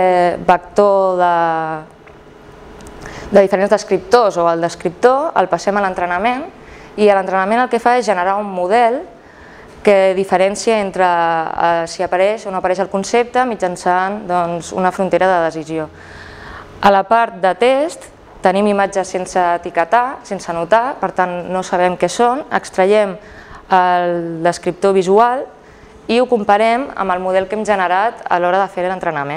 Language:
Catalan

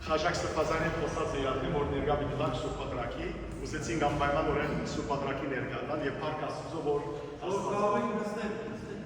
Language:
Western Armenian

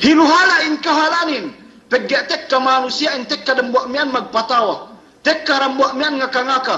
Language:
Yakan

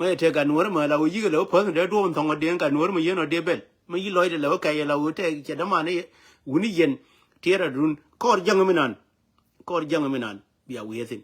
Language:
Nuer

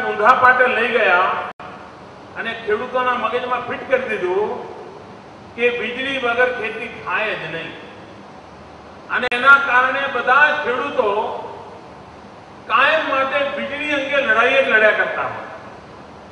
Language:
Gujarati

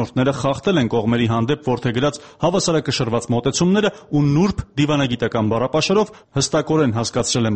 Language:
Armenian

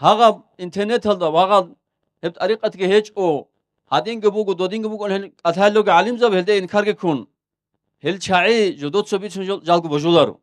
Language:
Avaric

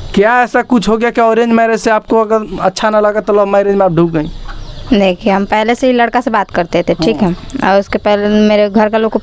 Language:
Hindi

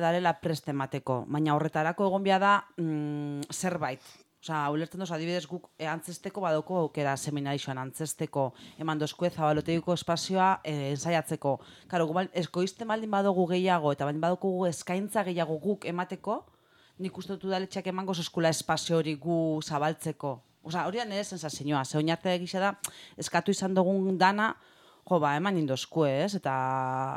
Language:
Basque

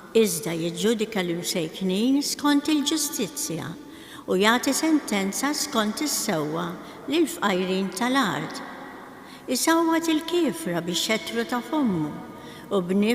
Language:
Maltese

